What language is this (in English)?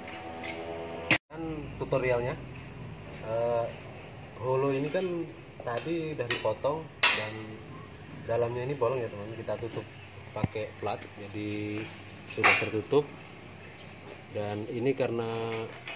Indonesian